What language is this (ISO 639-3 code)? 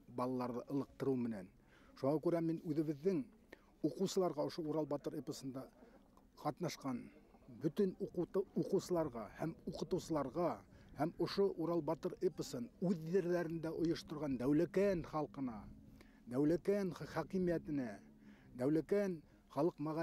bak